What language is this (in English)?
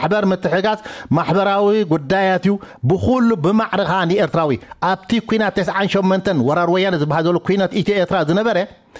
Tigrinya